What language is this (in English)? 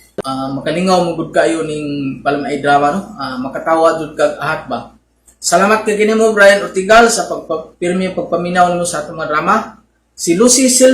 Cebuano